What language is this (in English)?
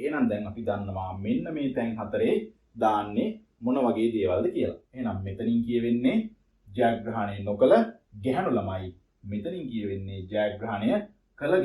Sinhala